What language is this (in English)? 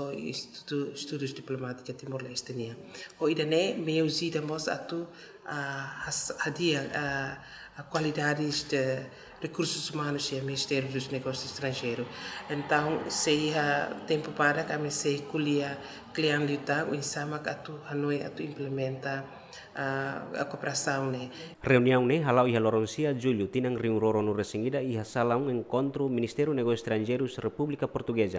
Tetum